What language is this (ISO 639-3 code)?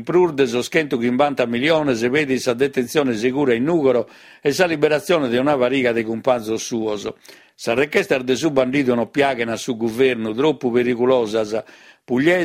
srd